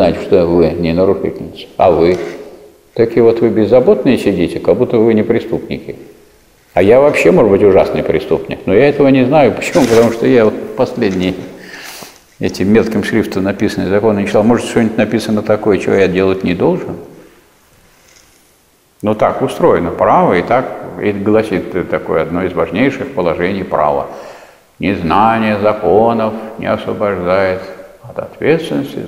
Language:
Russian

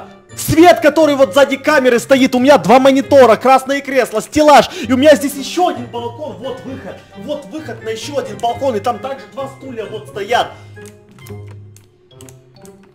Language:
Russian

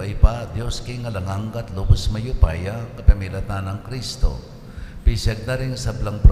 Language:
Pampanga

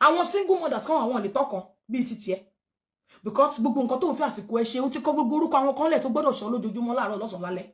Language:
Yoruba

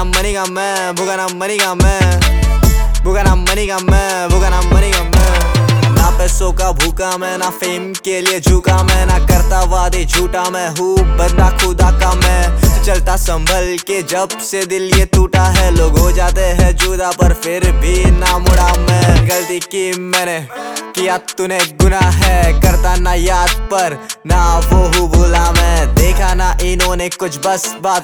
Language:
Hindi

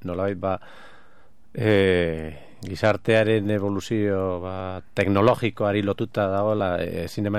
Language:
Basque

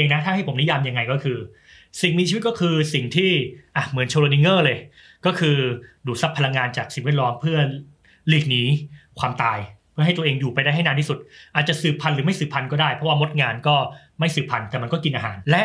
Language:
Thai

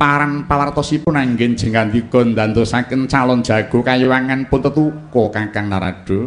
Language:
Javanese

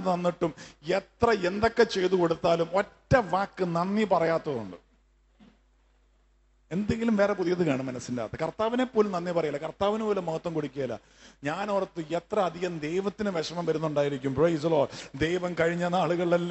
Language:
Malayalam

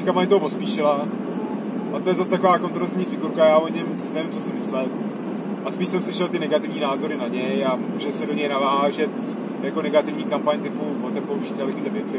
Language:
Czech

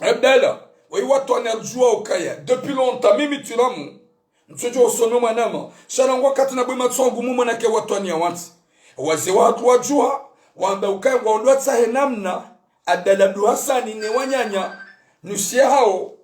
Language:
Ngazidja Comorian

